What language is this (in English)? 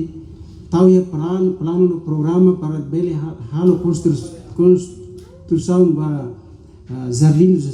Tetum